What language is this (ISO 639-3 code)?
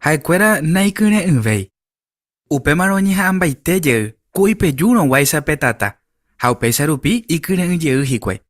grn